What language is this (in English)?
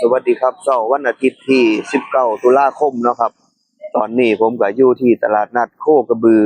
Northeastern Thai